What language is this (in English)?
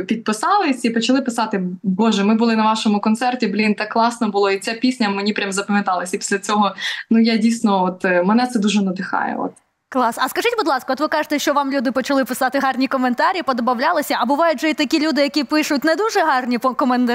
Ukrainian